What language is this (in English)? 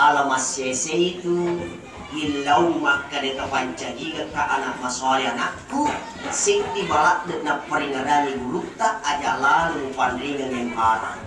Buginese